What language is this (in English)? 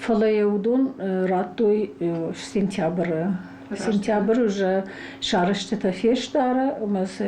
Ossetic